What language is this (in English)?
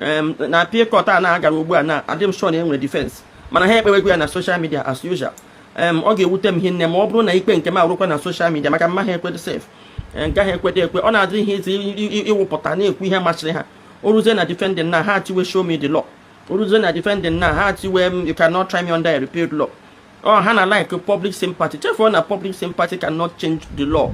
Igbo